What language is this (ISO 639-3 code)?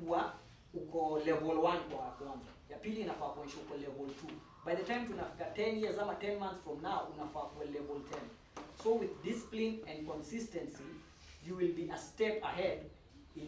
swa